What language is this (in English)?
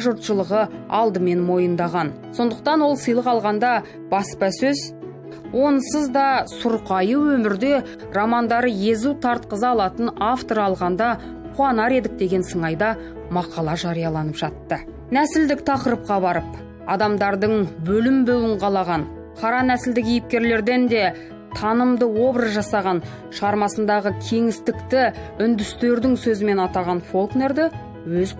Kazakh